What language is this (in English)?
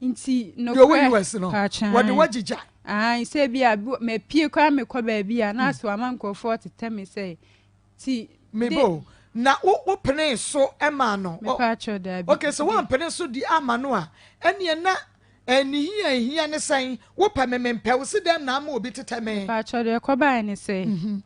Akan